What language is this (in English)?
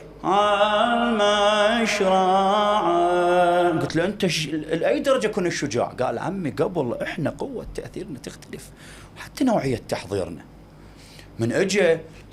Mesopotamian Arabic